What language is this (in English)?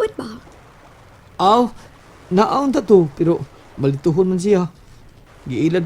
Cebuano